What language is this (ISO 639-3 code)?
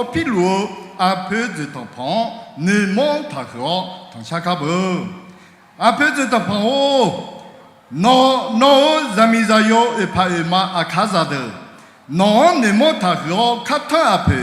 ahk